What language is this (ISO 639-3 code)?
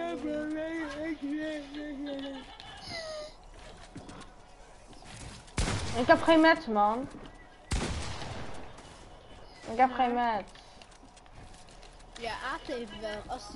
nld